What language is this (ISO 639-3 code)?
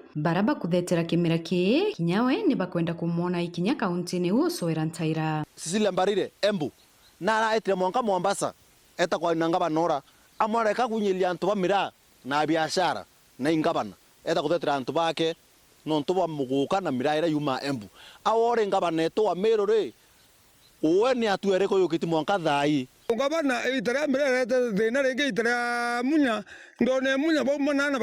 mer